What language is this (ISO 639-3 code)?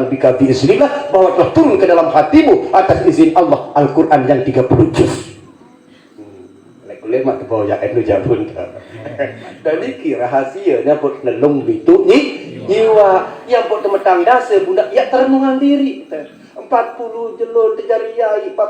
sas